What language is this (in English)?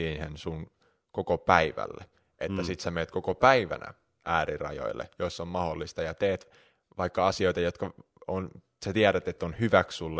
Finnish